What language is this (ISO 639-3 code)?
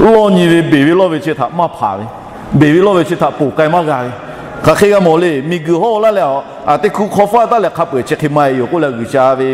lhu